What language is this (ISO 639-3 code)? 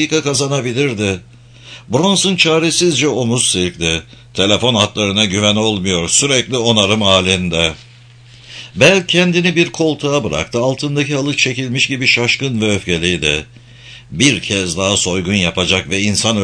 tur